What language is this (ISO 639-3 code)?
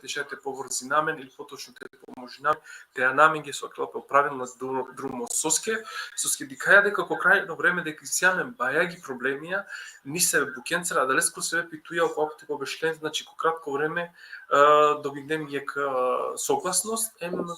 rmn